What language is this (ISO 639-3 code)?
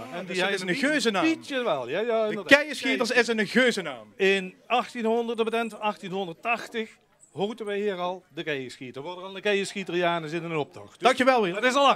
lim